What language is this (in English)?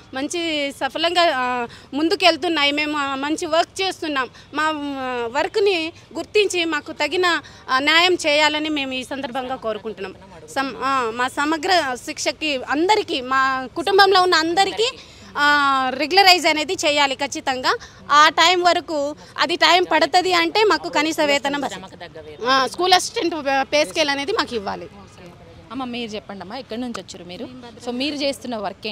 Telugu